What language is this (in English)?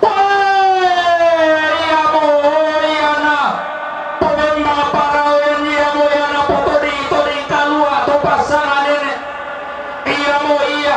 Toraja-Sa'dan